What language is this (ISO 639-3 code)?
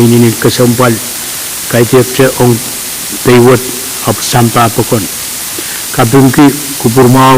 pon